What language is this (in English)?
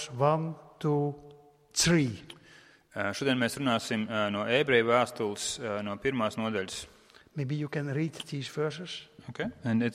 Latvian